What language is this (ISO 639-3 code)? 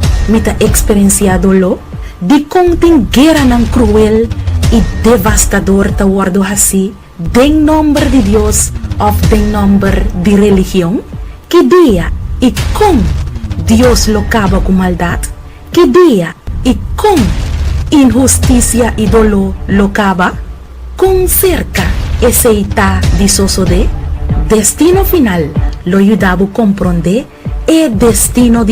pap